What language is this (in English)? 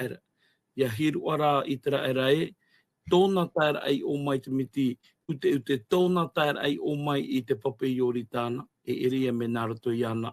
Tahitian